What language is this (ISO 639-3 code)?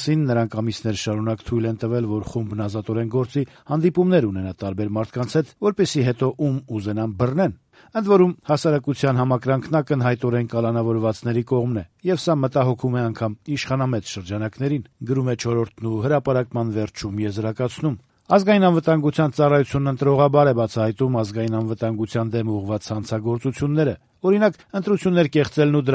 hye